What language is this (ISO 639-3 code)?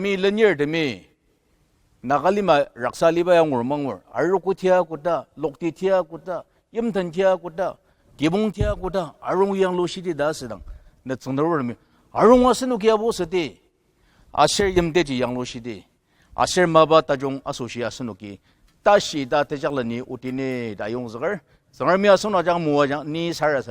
njo